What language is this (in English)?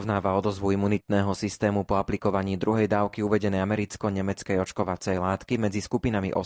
Slovak